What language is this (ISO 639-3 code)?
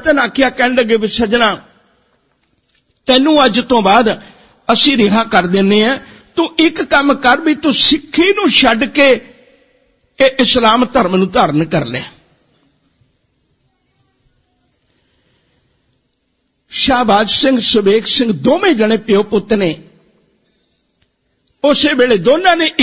pan